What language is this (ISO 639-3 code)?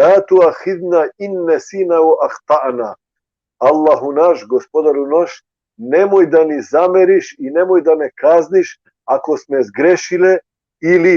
rmn